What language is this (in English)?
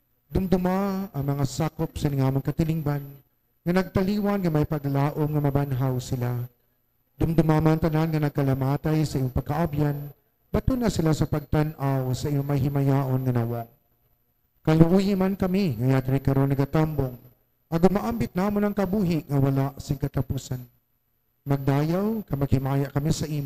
Hiligaynon